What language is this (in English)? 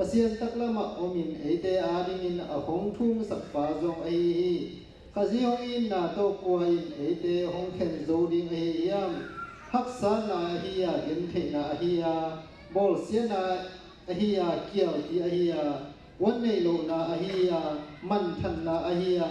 Tedim Chin